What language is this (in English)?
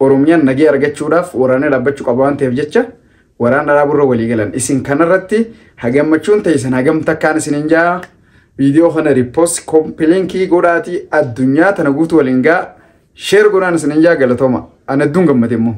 Oromo